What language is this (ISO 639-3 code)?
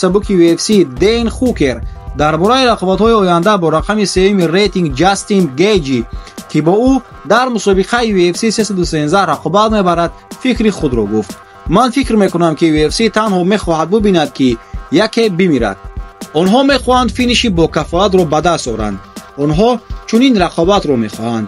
tgk